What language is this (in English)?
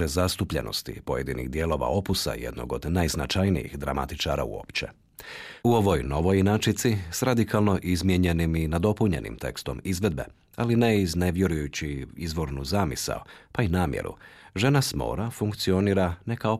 Croatian